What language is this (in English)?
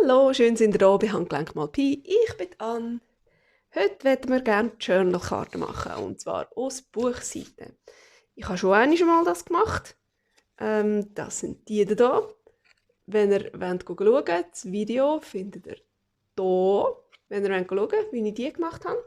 Swiss German